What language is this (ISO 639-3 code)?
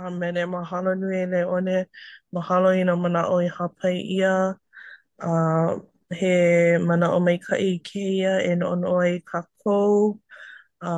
haw